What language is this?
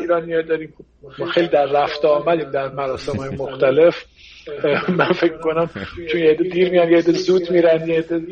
Persian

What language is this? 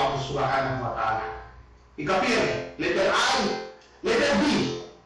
Yakan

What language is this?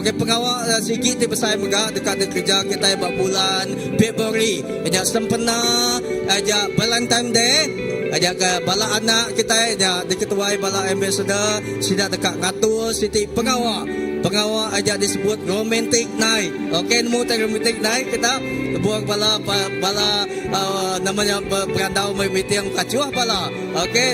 Iban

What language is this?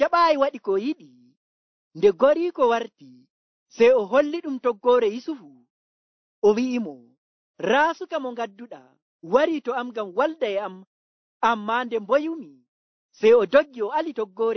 Nigerian Fulfulde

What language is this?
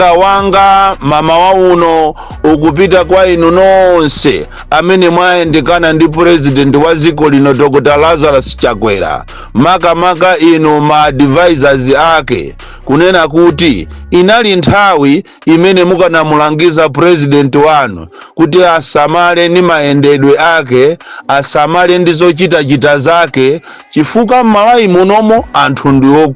Nyanja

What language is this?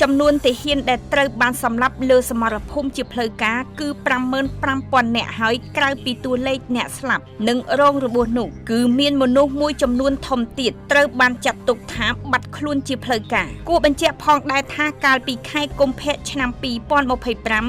Khmer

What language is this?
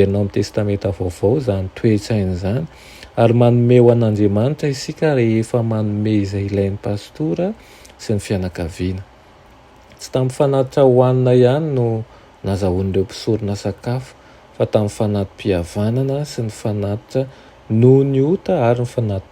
Malagasy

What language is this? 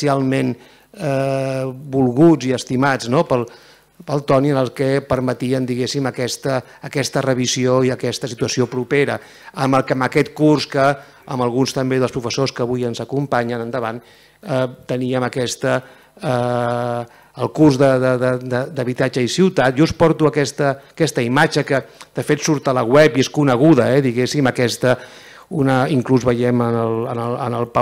Catalan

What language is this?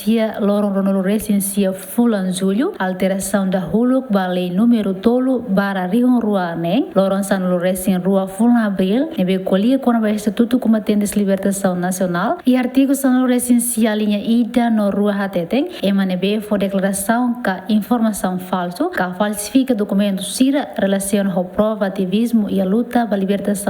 Tetum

